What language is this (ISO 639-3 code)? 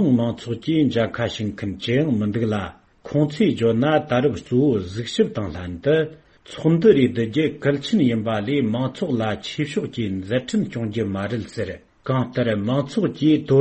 bod